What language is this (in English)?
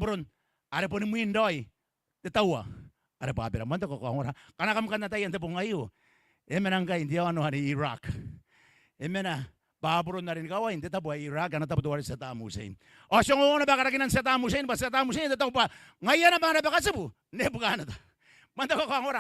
Gilbertese